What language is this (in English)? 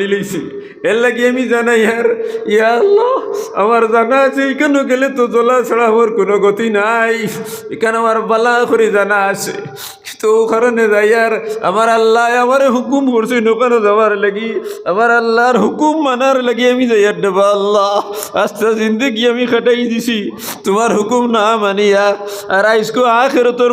Sylheti